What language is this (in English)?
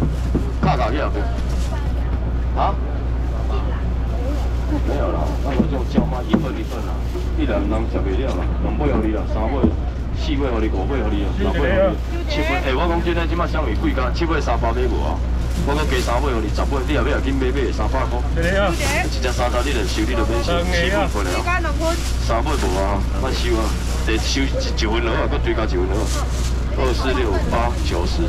Min Nan Chinese